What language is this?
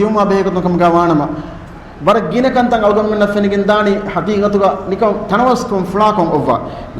Divehi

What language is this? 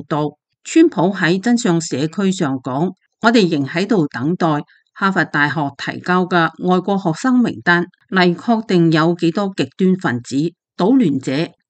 Cantonese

